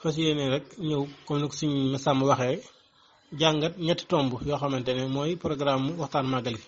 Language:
Wolof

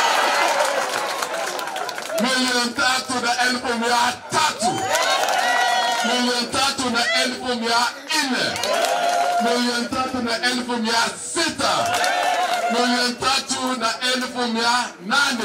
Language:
Swahili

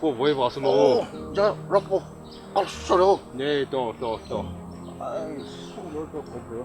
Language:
Poumei Naga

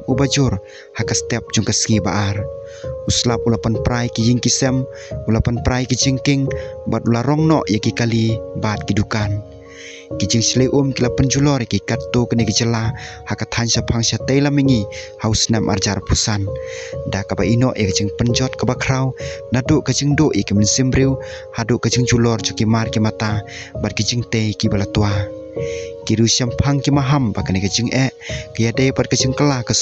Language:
Khasi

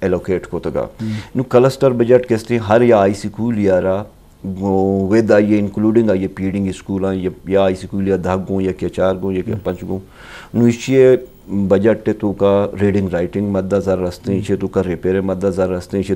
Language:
Eastern Balochi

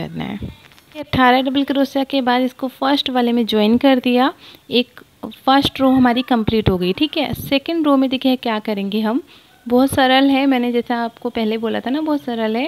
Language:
Hindi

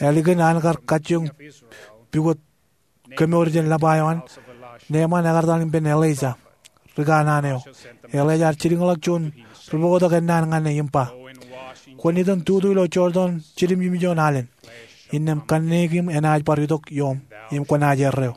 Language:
Marshallese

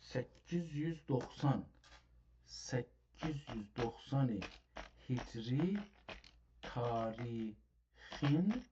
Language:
South Azerbaijani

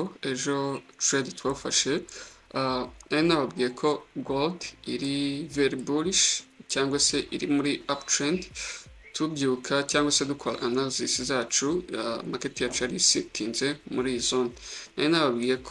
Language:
Kinyarwanda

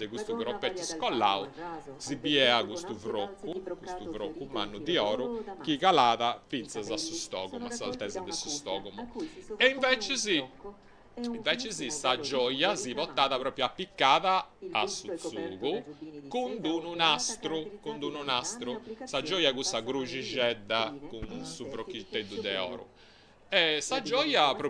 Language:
Sardinian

